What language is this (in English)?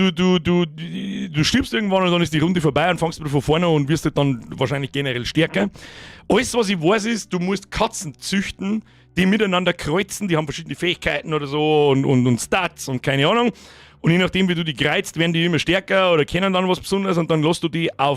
Bavarian